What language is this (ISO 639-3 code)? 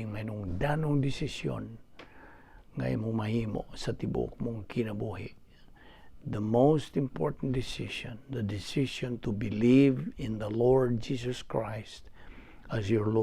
ceb